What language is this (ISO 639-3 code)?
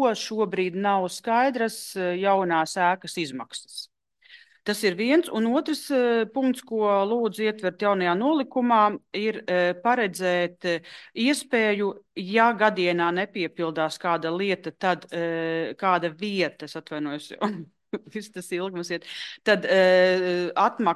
lav